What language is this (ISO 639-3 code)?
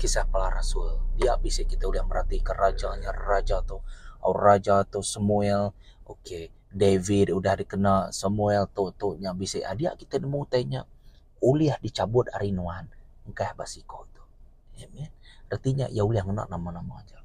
iba